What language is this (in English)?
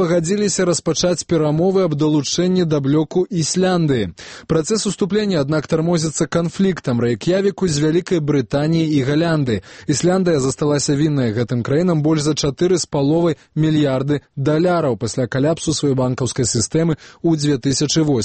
Belarusian